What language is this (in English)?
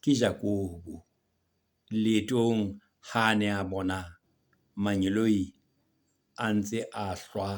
Southern Sotho